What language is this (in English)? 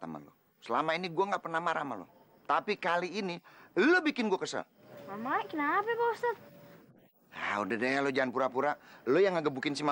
Betawi